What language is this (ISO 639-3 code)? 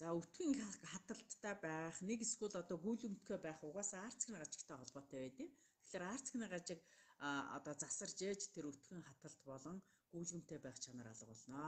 mon